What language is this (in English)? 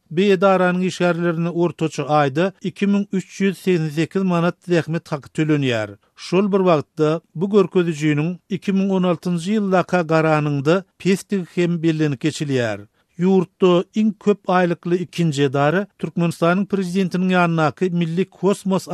Turkmen